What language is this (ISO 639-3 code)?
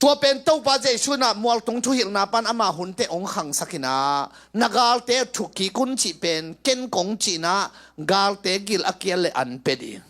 ctd